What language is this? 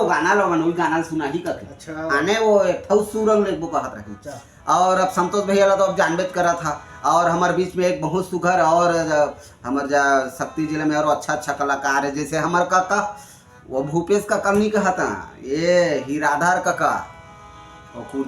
Chhattisgarhi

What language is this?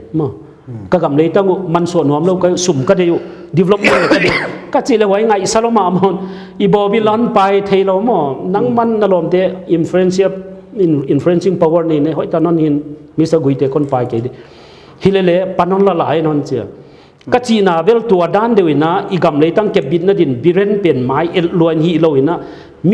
Paite Chin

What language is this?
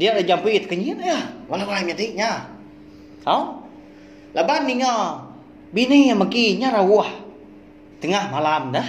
Iban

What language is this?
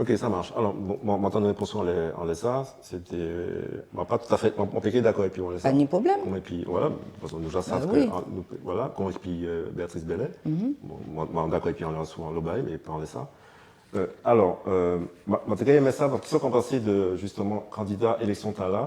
Guadeloupean Creole French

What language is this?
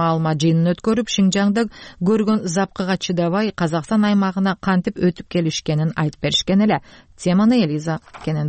Kyrgyz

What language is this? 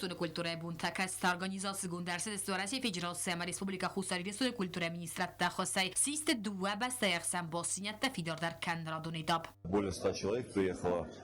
Ossetic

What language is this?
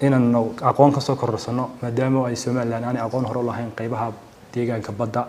Somali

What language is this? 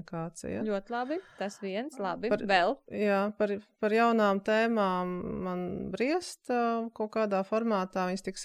Latvian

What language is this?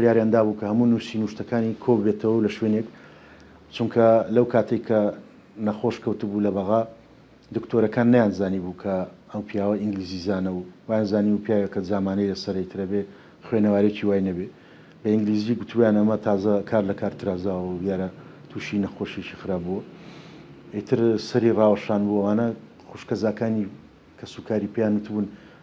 Central Kurdish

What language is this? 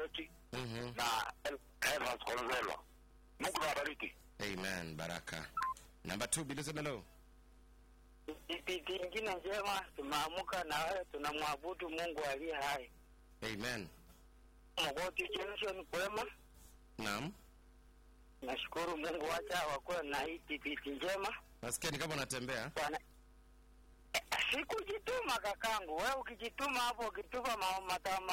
Swahili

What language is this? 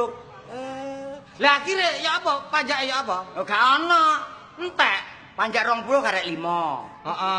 Javanese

